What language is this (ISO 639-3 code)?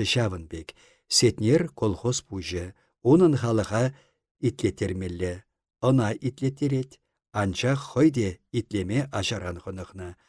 chv